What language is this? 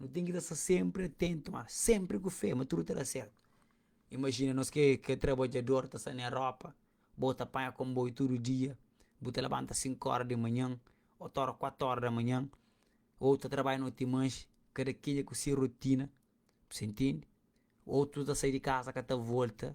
Kabuverdianu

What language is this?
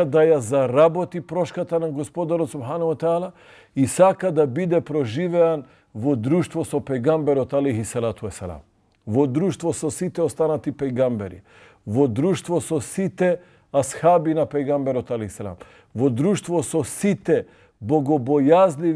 Macedonian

